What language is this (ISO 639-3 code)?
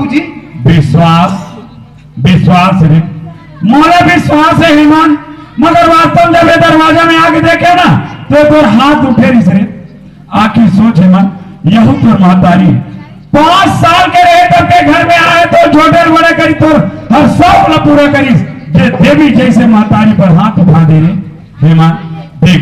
hne